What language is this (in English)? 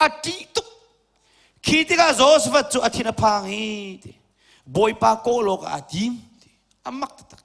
Hakha Chin